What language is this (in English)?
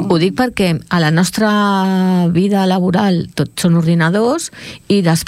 Catalan